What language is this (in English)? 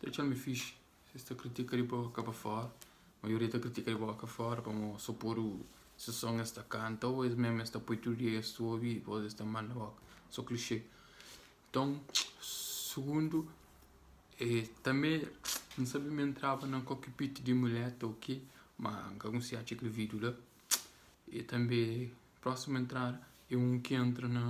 Kabuverdianu